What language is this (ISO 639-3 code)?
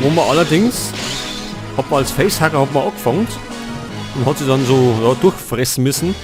bar